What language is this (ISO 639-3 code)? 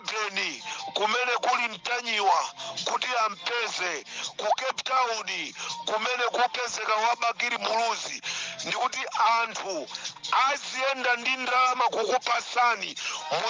nya